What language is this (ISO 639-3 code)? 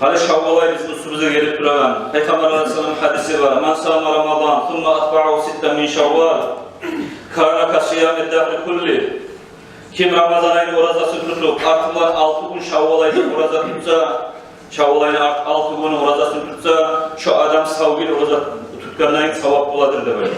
kum